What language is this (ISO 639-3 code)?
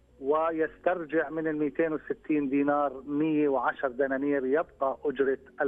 ajp